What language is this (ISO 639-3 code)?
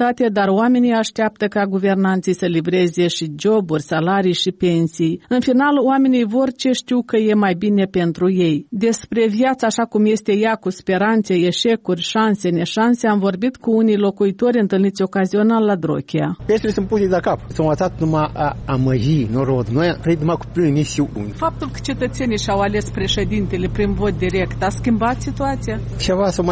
ron